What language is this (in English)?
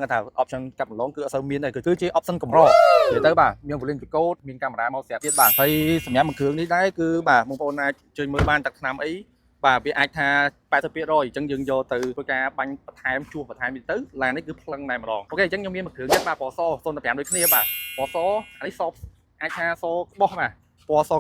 Khmer